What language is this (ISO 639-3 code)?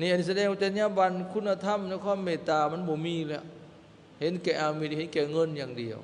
lao